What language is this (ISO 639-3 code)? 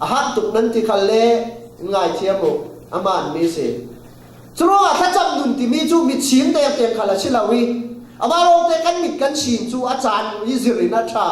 cfm